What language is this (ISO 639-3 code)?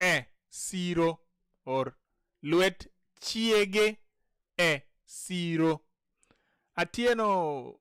luo